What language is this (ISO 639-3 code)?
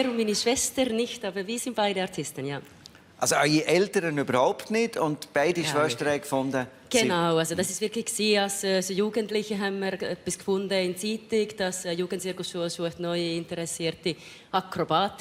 gsw